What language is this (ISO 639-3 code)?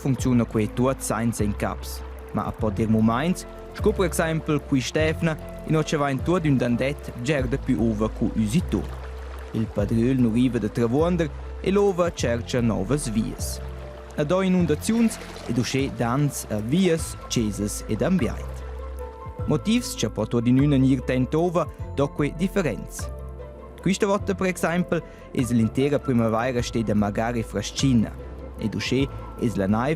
roh